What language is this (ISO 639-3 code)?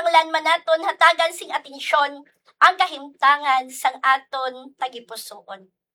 hil